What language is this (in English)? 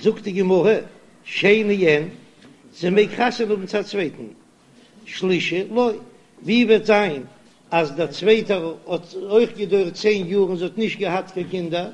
Yiddish